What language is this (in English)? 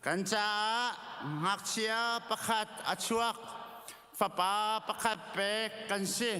Hakha Chin